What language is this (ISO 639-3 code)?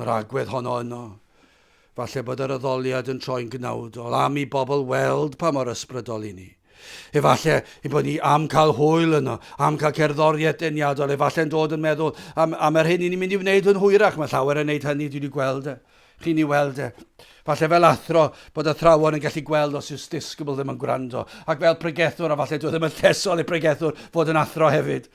cym